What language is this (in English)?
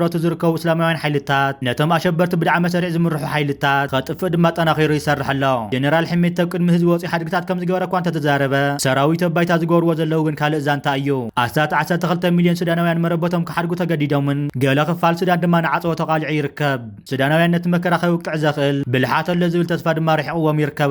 Tigrinya